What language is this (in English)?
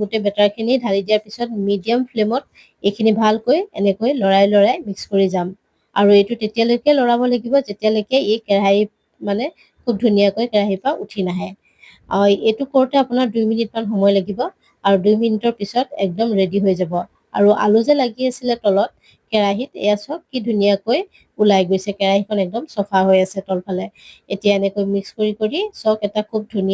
Assamese